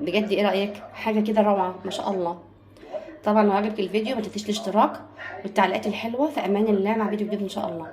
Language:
Egyptian Arabic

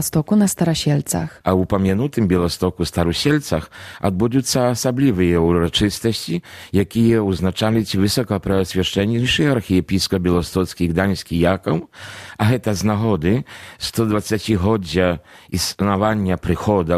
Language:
Belarusian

